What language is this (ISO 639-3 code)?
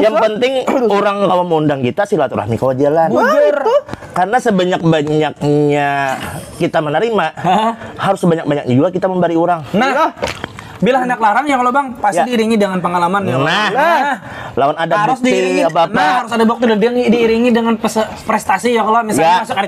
bjn